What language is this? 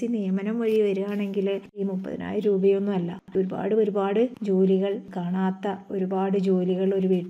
Malayalam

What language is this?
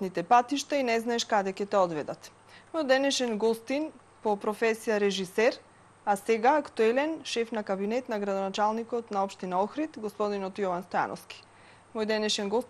Macedonian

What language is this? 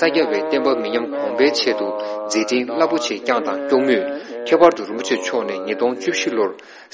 Tibetan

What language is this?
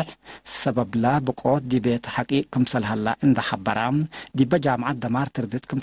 Tigre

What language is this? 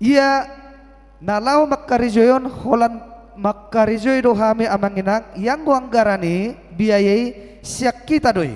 Batak Toba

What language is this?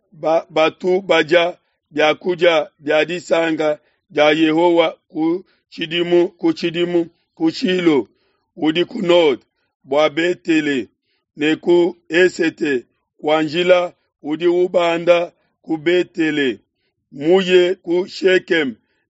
Luba-Lulua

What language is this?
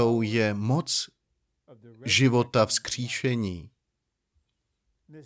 Czech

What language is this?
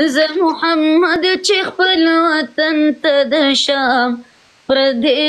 Pashto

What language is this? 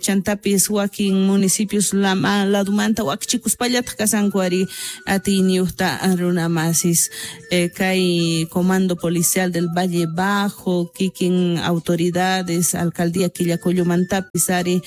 South Bolivian Quechua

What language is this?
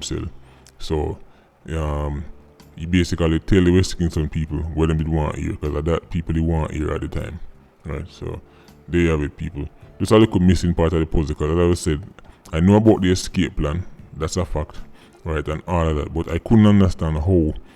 Jamaican Creole English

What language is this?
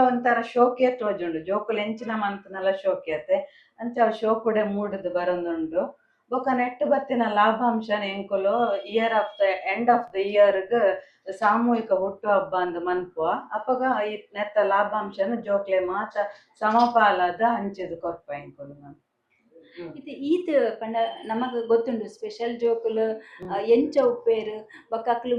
Tulu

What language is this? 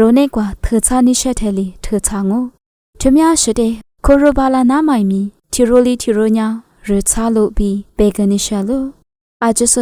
Lisu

